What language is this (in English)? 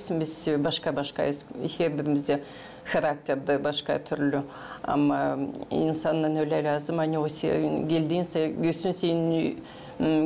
Gagauz